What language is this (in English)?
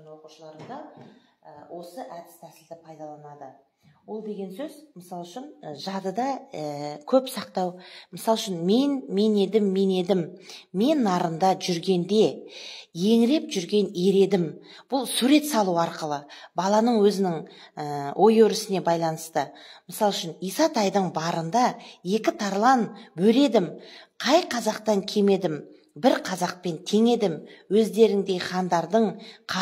Kazakh